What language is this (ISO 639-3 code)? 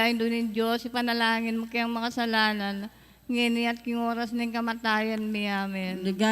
pam